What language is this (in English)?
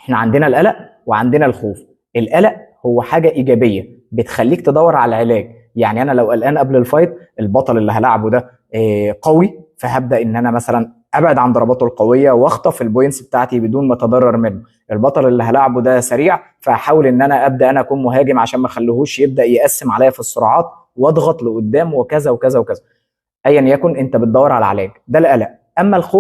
Egyptian Arabic